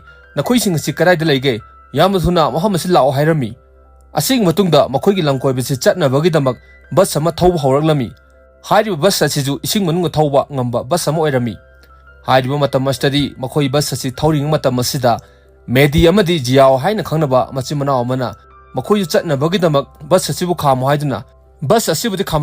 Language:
Manipuri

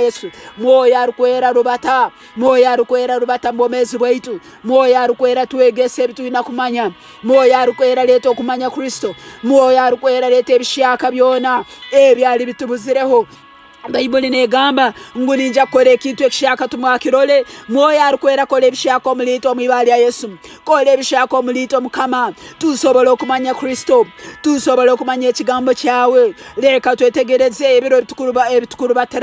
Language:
Tooro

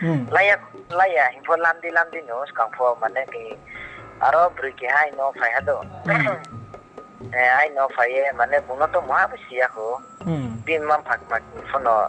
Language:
Riang (India)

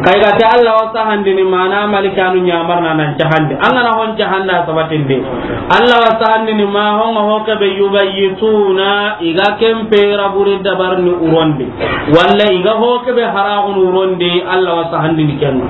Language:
Soninke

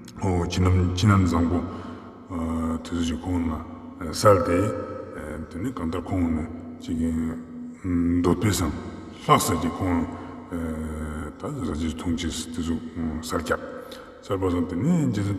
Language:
Ladakhi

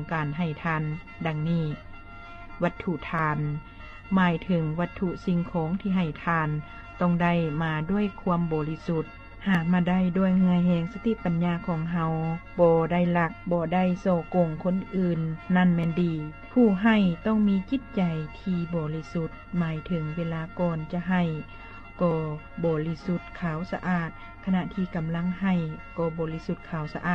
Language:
Lao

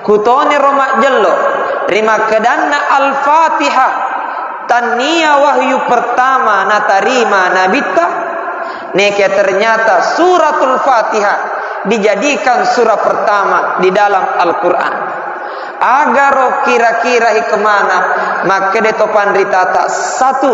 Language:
Buginese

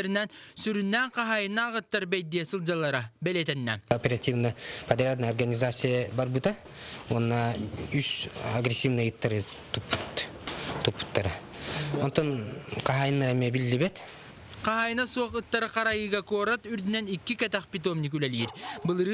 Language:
Yakut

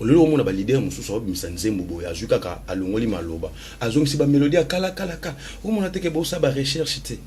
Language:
Lingala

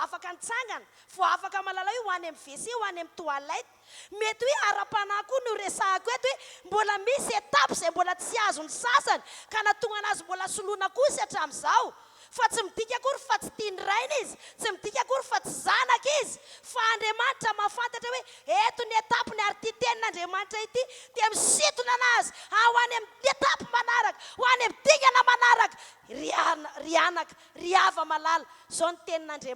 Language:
Malagasy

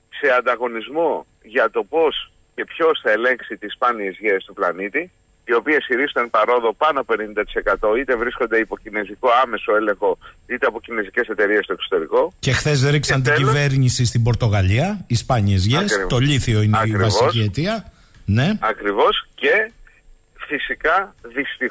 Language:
Greek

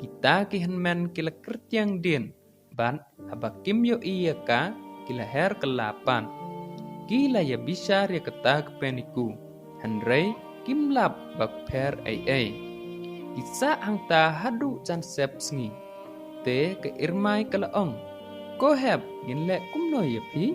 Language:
Khasi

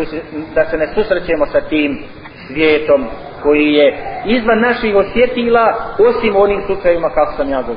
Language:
Bosnian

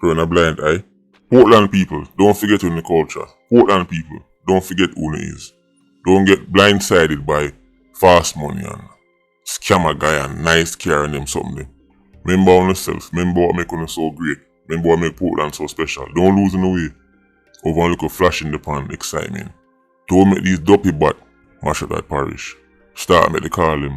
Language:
Jamaican Creole English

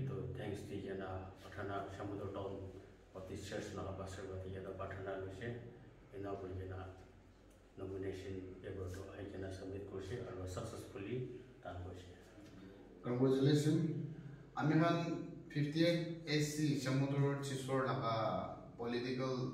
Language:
Naga Pidgin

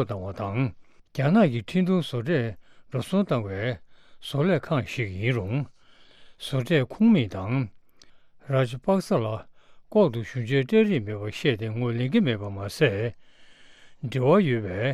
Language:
Tibetan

